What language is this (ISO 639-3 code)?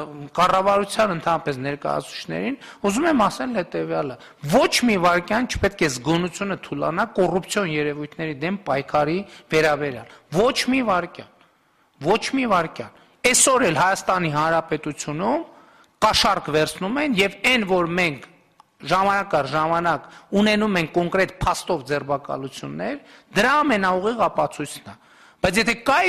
hye